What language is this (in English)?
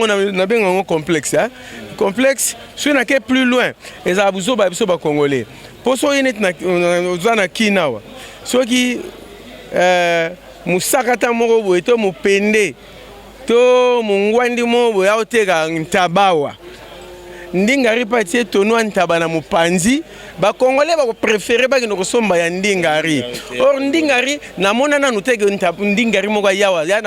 Lingala